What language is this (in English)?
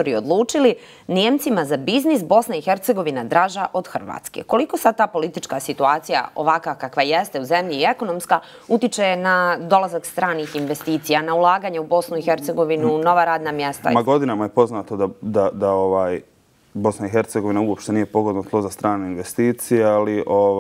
Bosnian